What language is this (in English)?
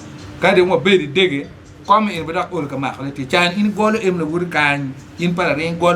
Acoli